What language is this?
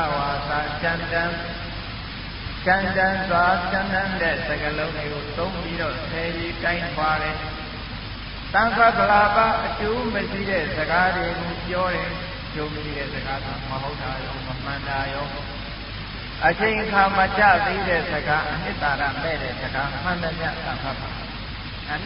Burmese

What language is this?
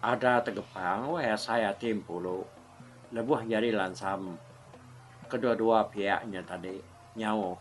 Iban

